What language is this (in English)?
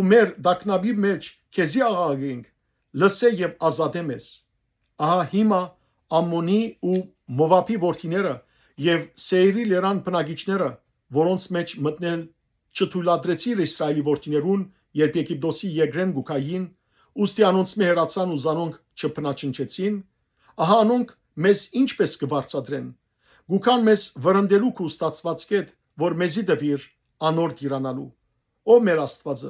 Western Armenian